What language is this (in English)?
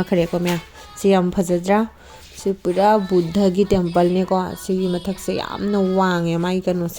Manipuri